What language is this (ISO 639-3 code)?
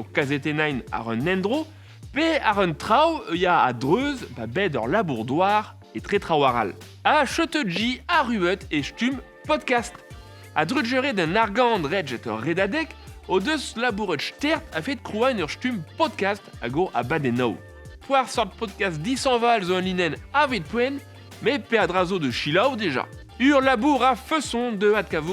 bre